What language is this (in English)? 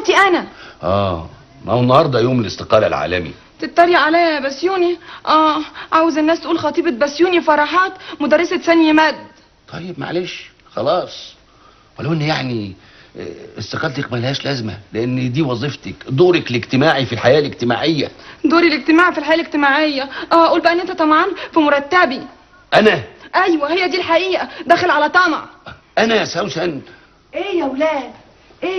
Egyptian Arabic